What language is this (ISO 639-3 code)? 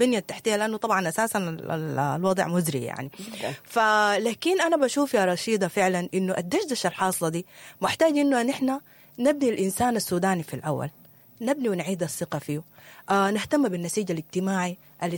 apd